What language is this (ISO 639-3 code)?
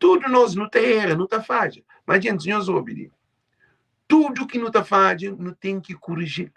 kea